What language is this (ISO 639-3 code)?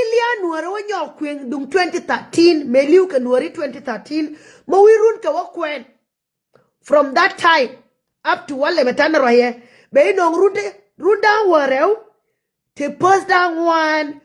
nus